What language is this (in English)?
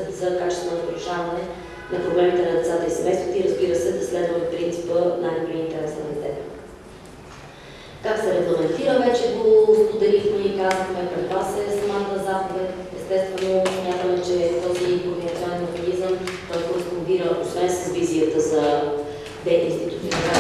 Bulgarian